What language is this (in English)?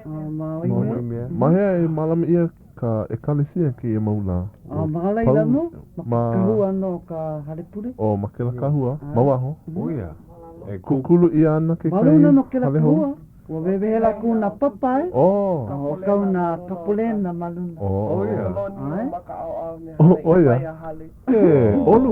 Hawaiian